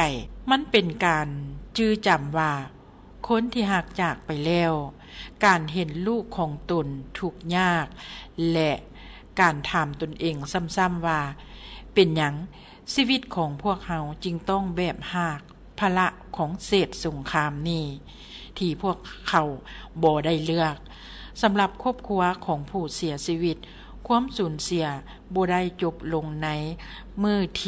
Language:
Lao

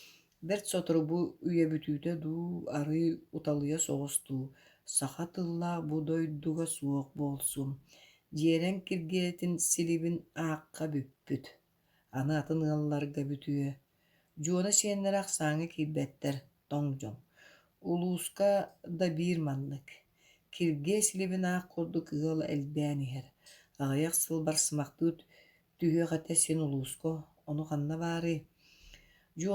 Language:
Yakut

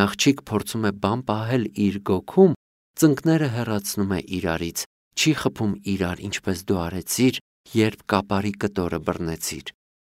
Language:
Armenian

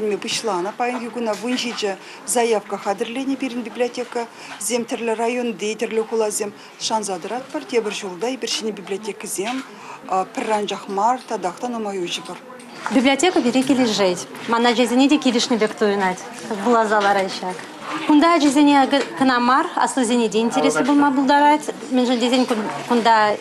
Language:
Chuvash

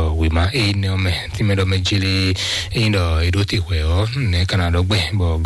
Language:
Fon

